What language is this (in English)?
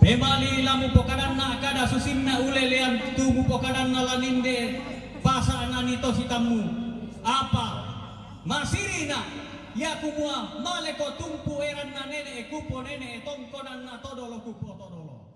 Toraja-Sa'dan